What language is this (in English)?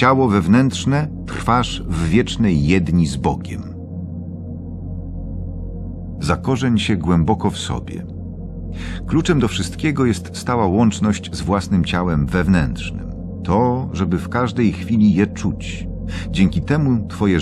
Polish